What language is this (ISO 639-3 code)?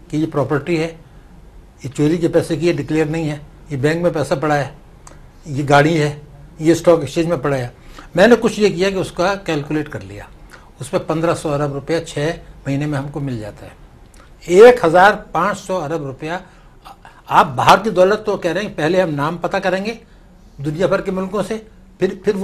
urd